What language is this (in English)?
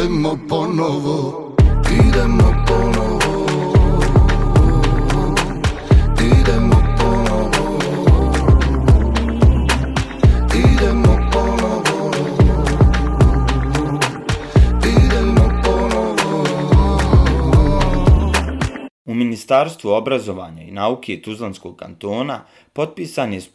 Bosnian